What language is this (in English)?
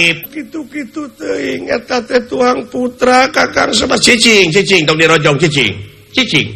Sundanese